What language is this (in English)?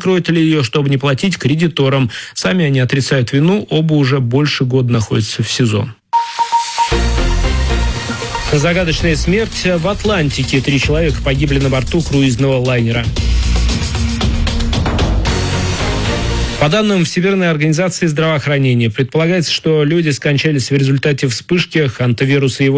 Russian